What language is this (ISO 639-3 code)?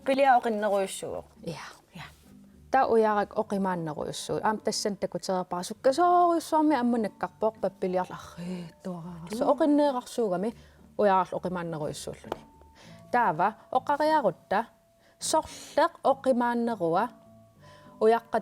kal